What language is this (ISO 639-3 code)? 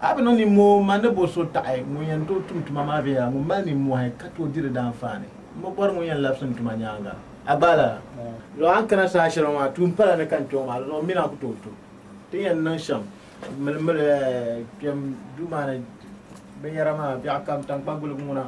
dag